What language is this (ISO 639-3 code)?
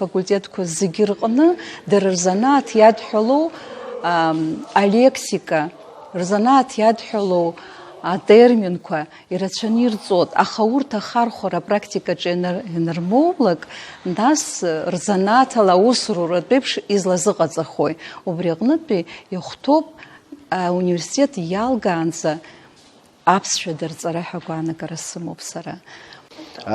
abk